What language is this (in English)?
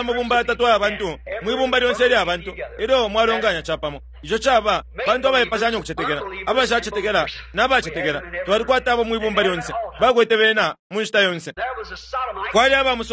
Bemba